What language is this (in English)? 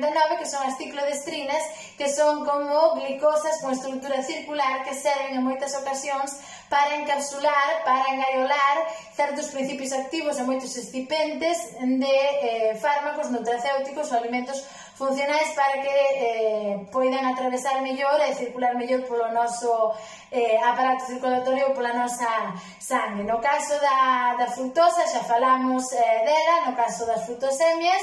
Galician